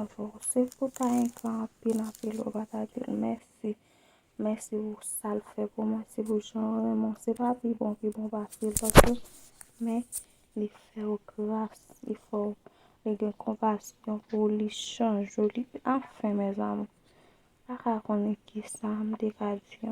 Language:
Haitian Creole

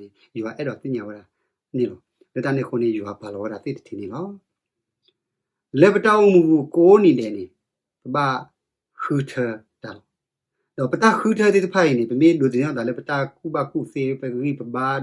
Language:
S'gaw Karen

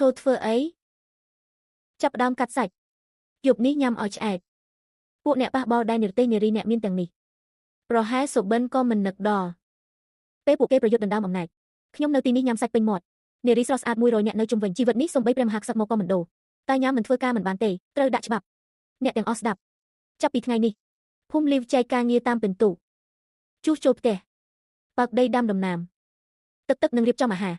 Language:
Khmer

